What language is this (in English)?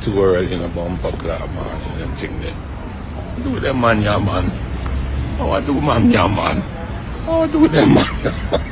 Jamaican Creole English